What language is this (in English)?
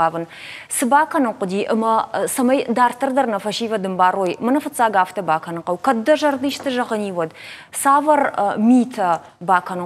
Ossetic